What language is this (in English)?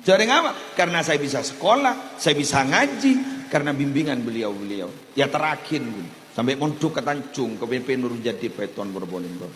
Madurese